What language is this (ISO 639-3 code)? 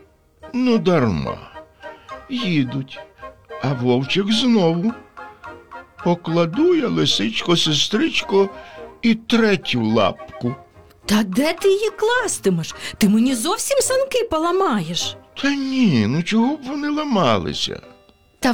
ukr